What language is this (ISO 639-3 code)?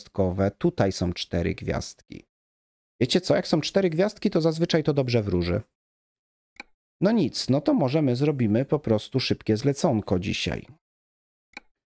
pol